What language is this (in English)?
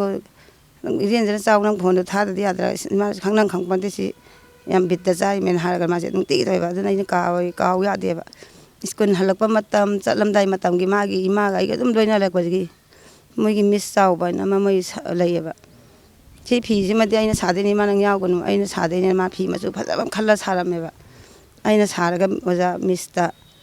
Manipuri